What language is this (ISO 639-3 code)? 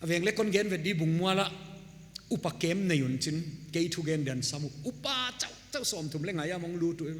pck